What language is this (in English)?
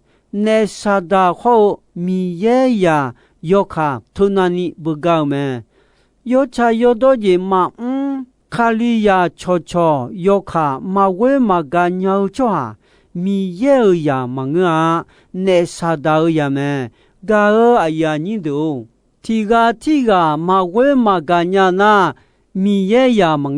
Akha